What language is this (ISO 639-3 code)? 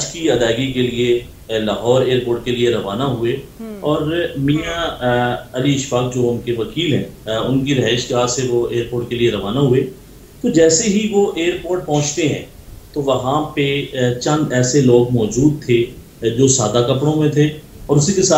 urd